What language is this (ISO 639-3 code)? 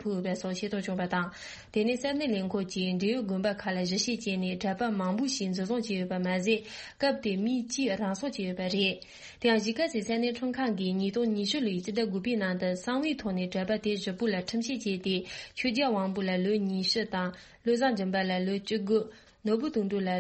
bod